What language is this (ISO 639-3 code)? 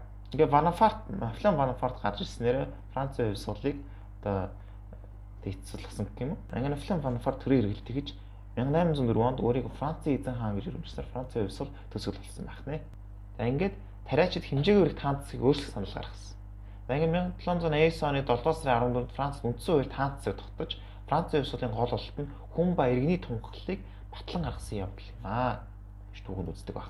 mon